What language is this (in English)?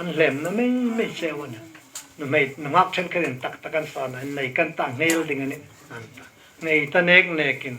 Hmar